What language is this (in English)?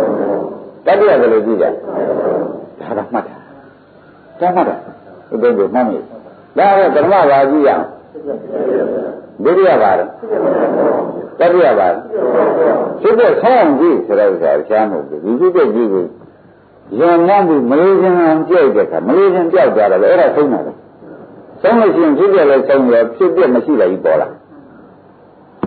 Burmese